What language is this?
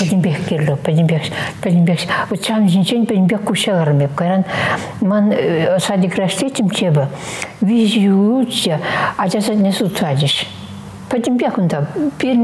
Chuvash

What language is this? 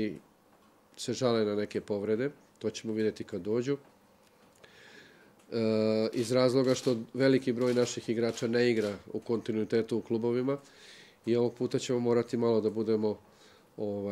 Serbian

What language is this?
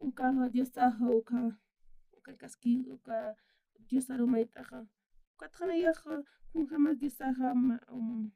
Aymara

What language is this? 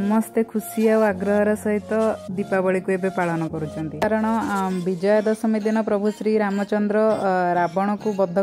Odia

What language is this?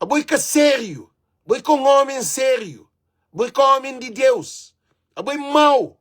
Kabuverdianu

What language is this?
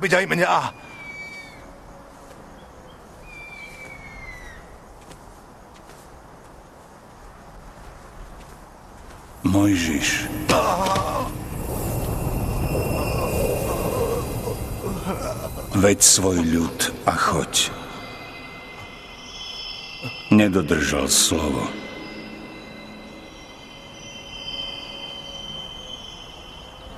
Slovak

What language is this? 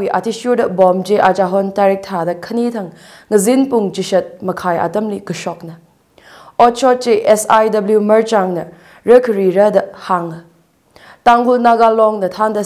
Tangkhul Naga (India)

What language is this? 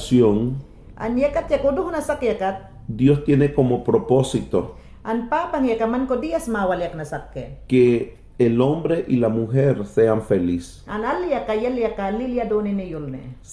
Mayangna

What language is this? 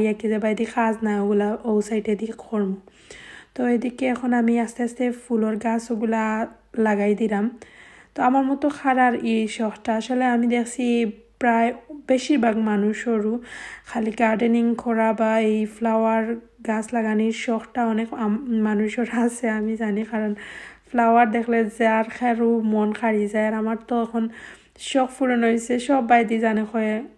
Sylheti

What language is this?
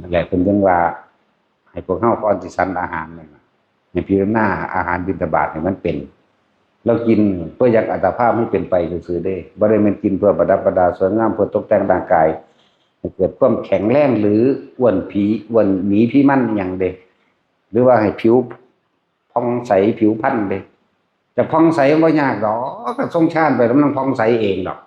Northeastern Thai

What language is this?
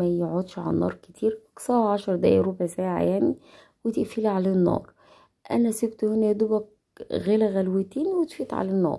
Egyptian Arabic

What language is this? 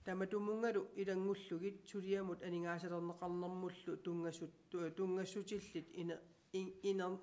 Kalaallisut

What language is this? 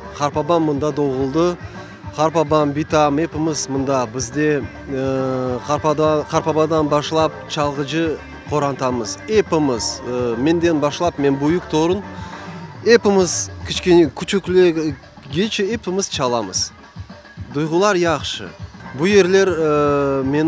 Crimean Tatar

